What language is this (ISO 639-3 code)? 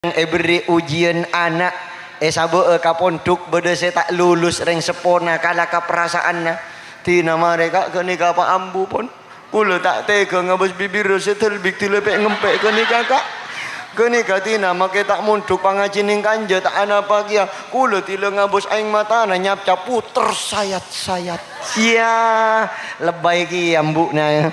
mad